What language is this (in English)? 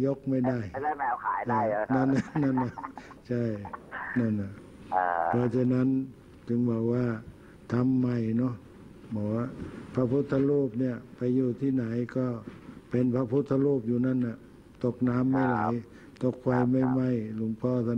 Thai